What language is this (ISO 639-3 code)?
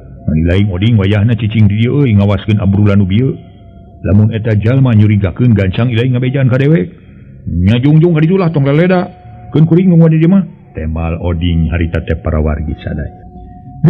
sun